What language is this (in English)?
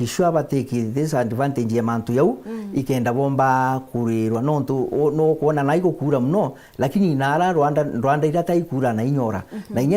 Meru